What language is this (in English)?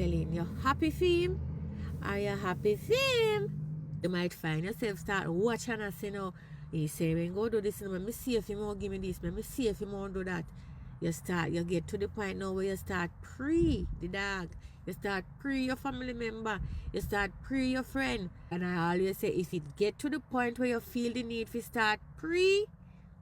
Jamaican Creole English